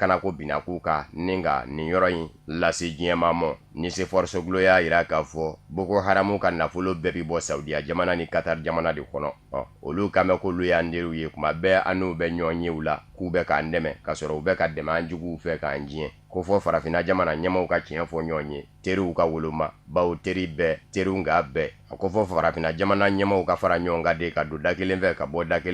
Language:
Bambara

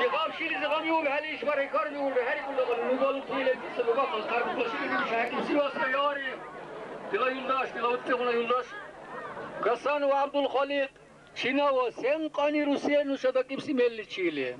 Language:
Dargwa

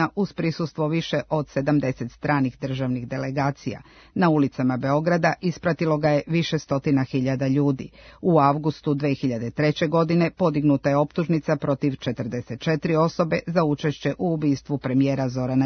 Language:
Serbian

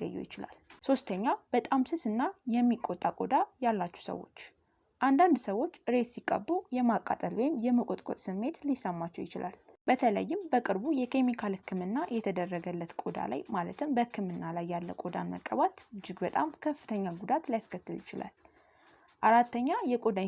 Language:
Amharic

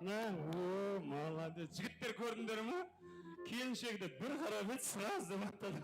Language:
Kara-Kalpak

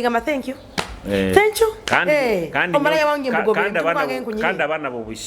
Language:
Nyoro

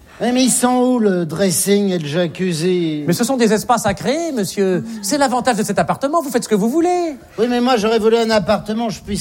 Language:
French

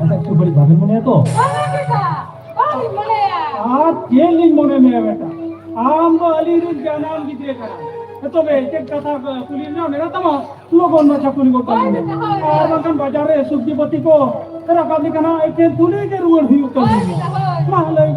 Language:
Santali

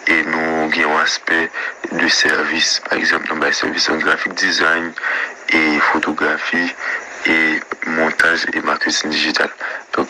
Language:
Haitian Creole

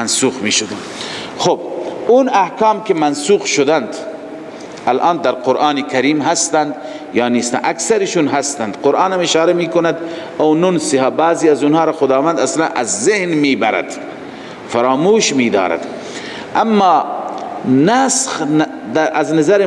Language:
Persian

